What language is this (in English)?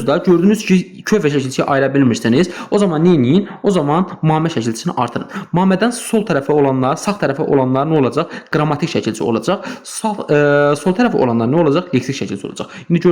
Azerbaijani